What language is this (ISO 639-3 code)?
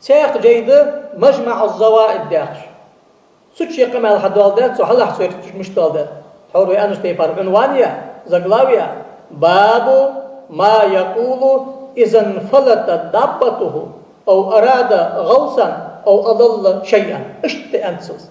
inh